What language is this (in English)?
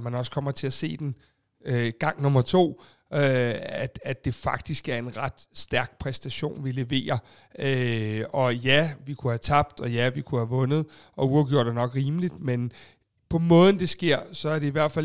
Danish